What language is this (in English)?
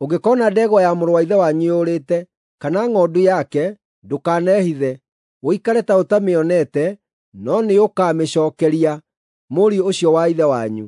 Kikuyu